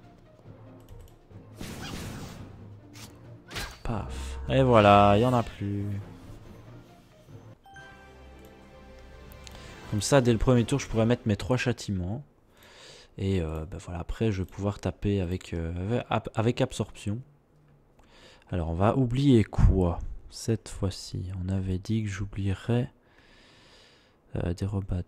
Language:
French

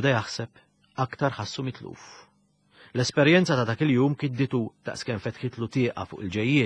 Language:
Maltese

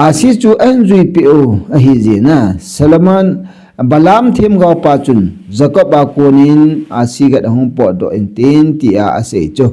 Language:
Thado Chin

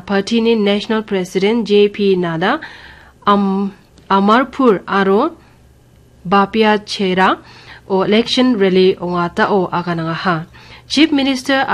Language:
Garo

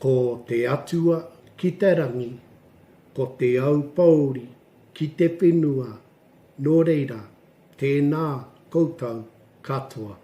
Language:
Māori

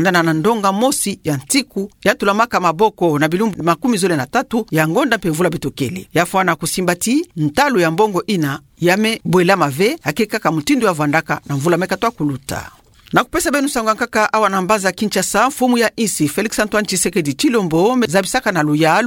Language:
Kituba (Democratic Republic of Congo)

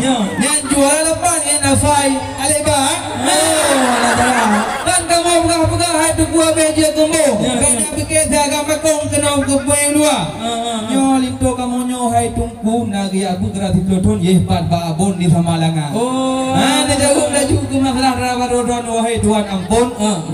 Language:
Achinese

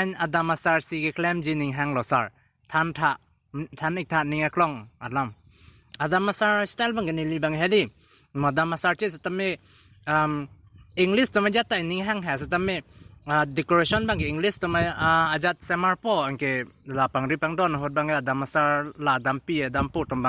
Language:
Karbi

